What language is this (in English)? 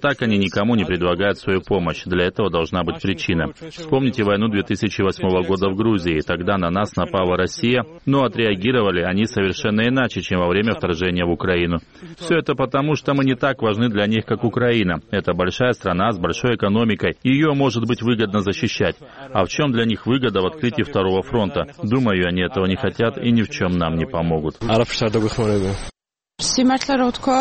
Russian